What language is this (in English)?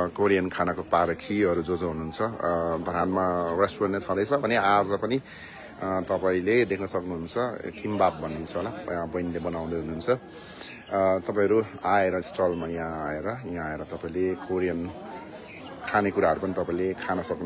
Nepali